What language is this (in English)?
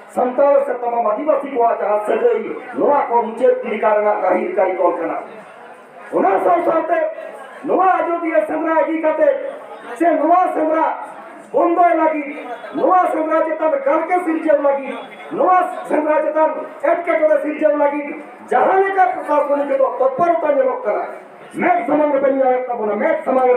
Santali